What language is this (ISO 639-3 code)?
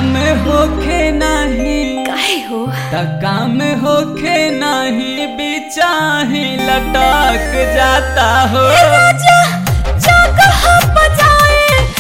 bho